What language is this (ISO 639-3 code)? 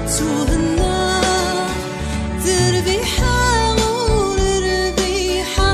kab